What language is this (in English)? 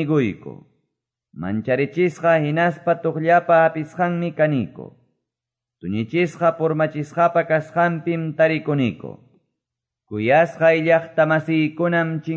Quechua